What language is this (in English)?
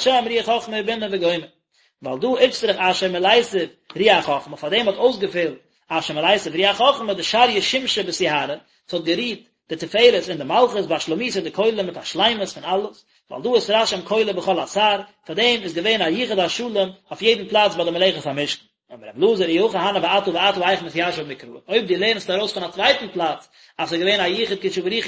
Yiddish